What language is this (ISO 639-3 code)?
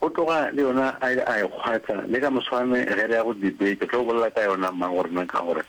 nso